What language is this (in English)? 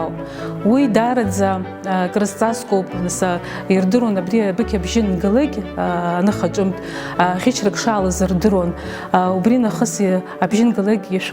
Abkhazian